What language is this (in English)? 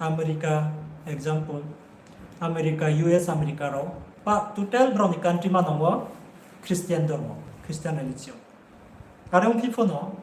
Riang (India)